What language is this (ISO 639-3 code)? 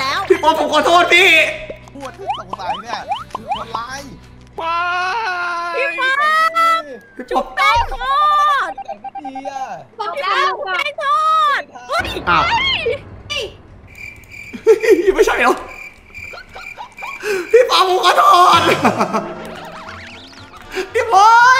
tha